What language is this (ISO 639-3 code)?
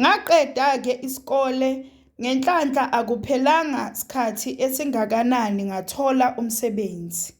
zul